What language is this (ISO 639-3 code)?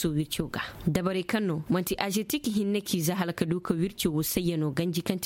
ses